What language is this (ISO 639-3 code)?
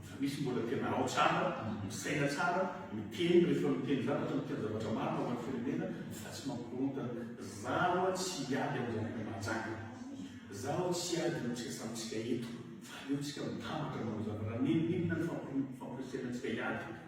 mlg